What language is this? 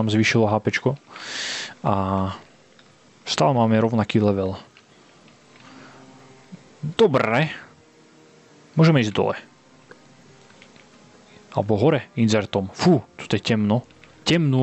Slovak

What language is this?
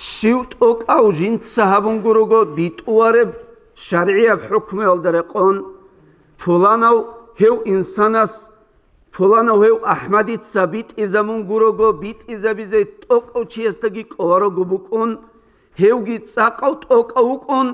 Avaric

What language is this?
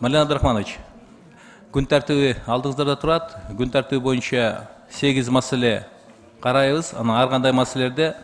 Kyrgyz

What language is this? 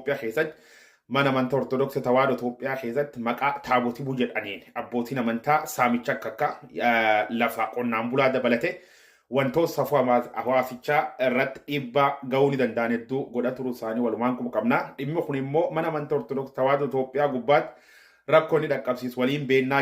Oromo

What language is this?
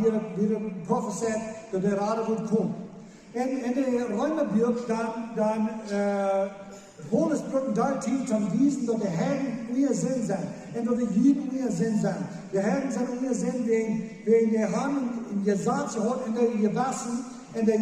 Plautdietsch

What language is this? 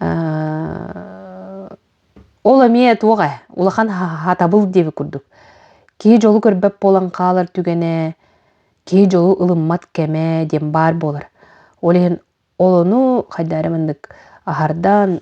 Yakut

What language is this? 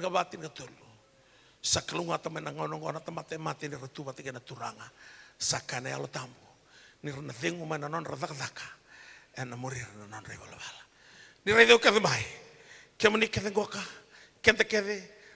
Fijian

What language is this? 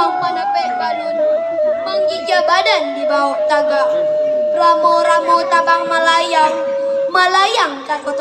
Minangkabau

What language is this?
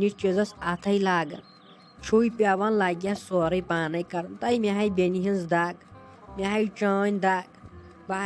Kashmiri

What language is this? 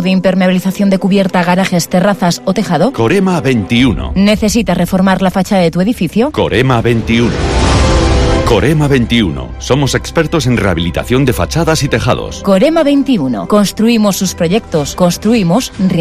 Spanish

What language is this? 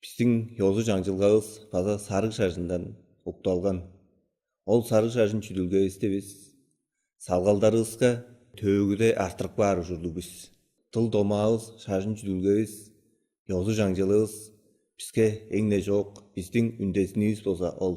Tuvinian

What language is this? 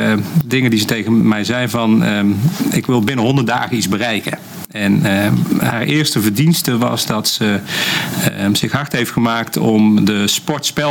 Dutch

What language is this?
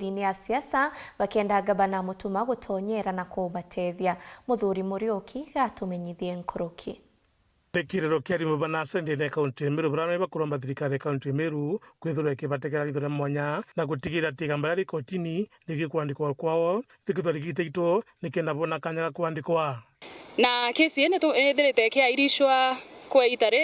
Meru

